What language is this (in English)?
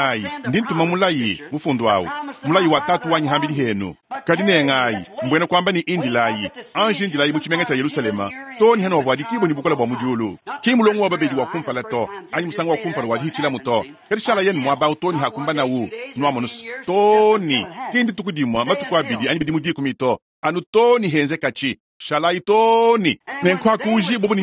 Luba-Lulua